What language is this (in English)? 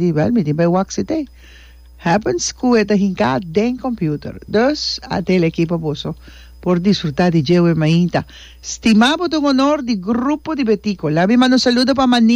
Papiamento